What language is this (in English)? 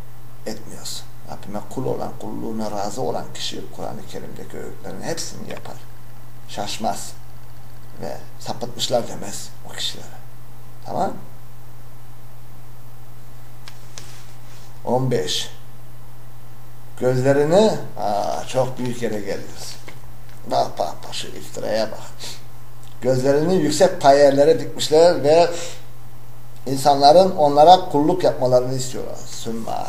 Turkish